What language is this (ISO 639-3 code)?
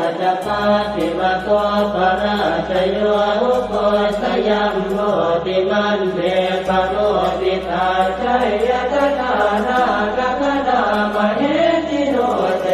pli